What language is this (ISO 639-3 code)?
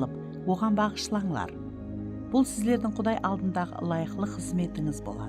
kaa